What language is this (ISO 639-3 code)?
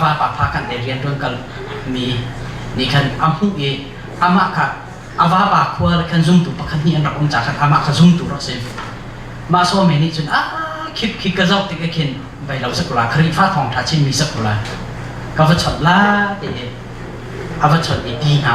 cnh